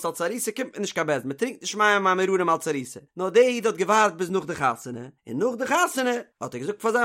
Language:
Yiddish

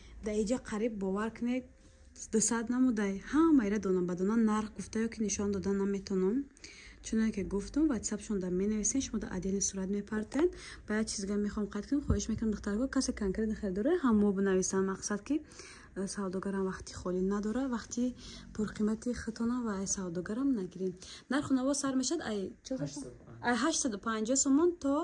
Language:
Tajik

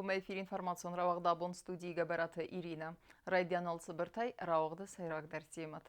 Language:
Ossetic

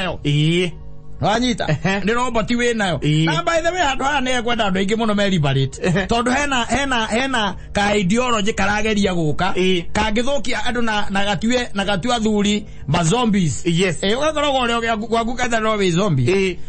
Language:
Kikuyu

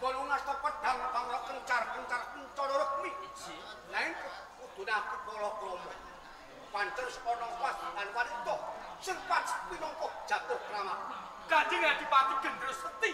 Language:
Javanese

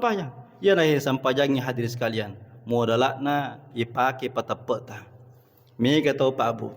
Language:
Buginese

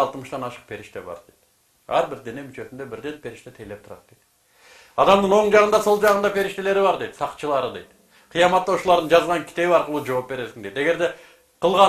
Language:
Kyrgyz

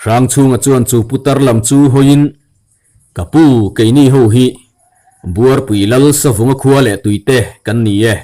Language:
Mizo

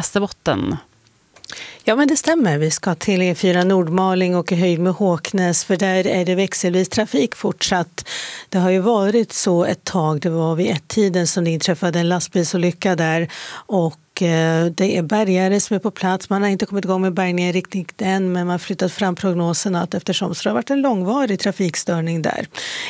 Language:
Swedish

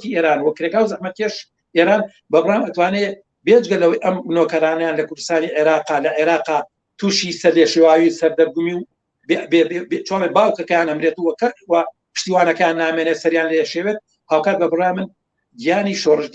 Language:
Central Kurdish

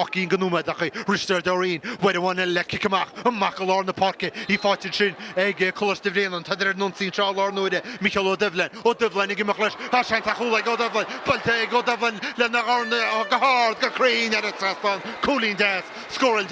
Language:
Irish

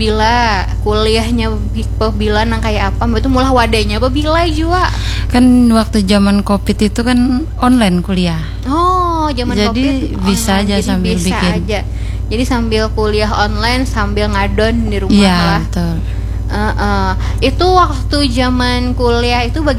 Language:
Banjar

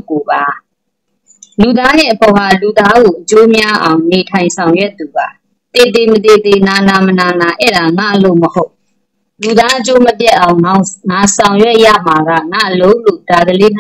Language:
Burmese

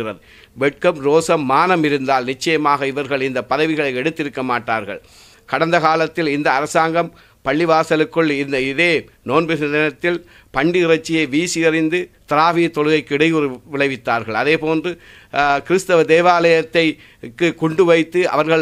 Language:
Tamil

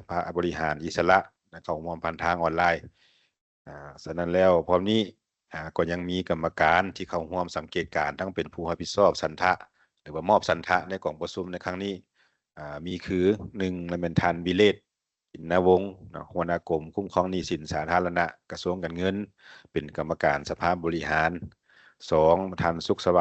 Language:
Lao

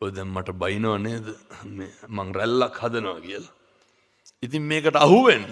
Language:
Sinhala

